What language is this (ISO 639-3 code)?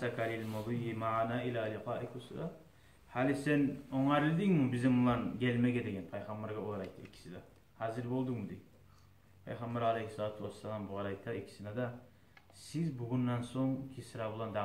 kum